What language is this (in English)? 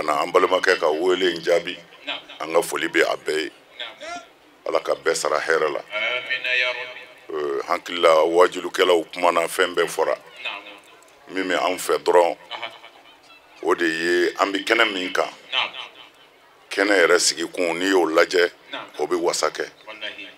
Bambara